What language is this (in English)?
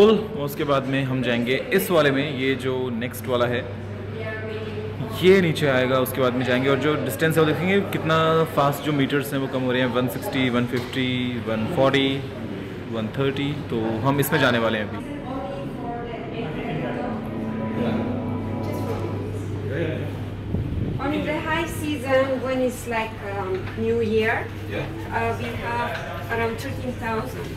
Hindi